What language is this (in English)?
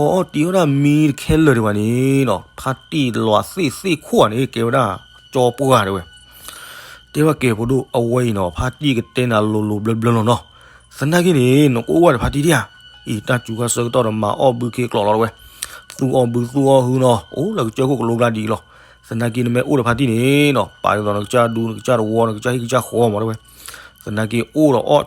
S'gaw Karen